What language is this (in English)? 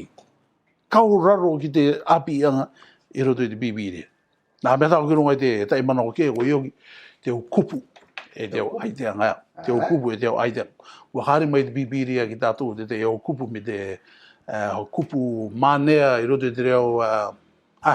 Rarotongan